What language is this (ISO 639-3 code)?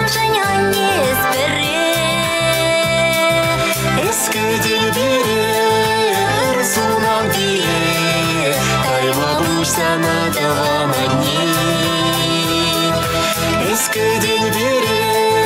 chv